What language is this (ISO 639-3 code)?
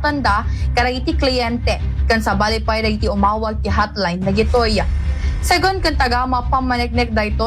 ilo